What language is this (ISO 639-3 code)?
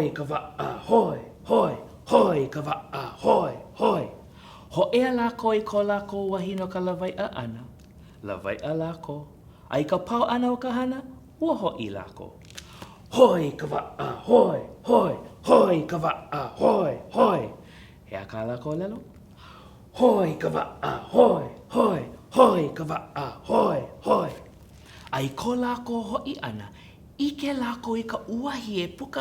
haw